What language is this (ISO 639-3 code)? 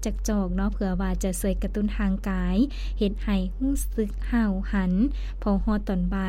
lao